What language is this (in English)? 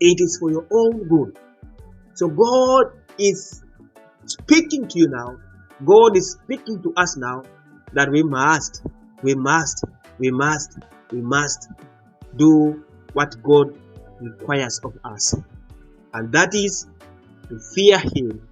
Teso